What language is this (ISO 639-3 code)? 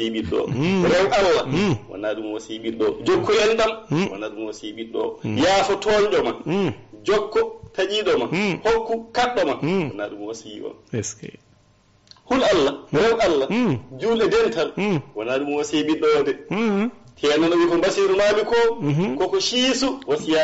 ful